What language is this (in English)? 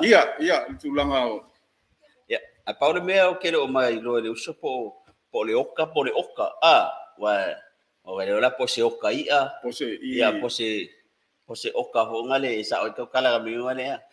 Samoan